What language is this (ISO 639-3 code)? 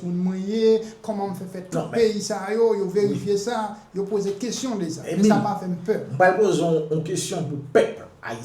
hat